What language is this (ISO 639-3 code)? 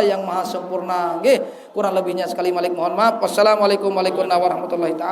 sas